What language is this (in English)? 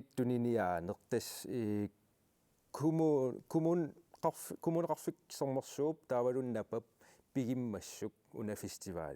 Kalaallisut